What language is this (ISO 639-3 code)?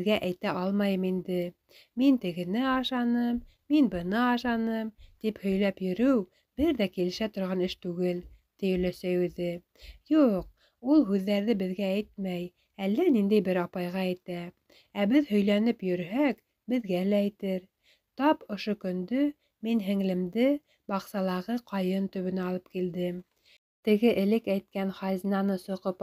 bak